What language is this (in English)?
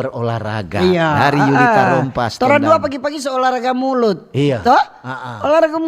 Manado Malay